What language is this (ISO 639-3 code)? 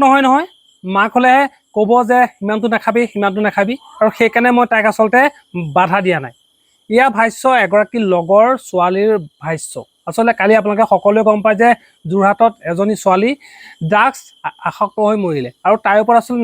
asm